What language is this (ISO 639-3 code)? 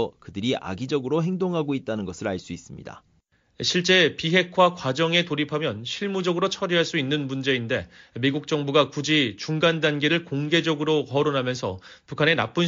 kor